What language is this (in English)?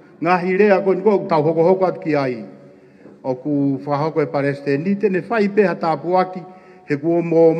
Tongan